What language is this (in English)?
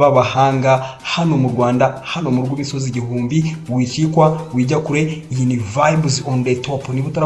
Kinyarwanda